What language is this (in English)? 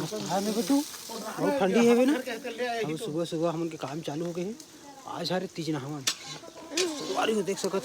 Chhattisgarhi